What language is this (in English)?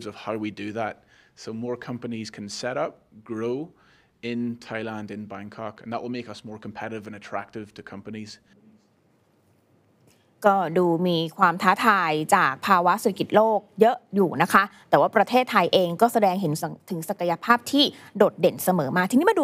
Thai